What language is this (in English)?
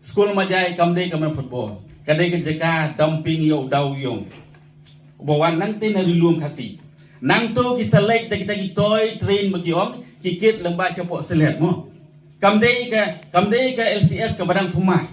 Khasi